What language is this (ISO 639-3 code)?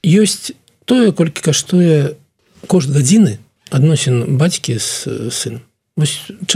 bel